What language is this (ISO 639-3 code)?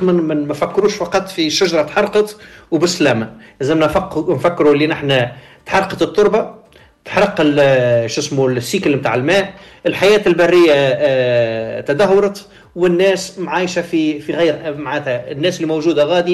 aeb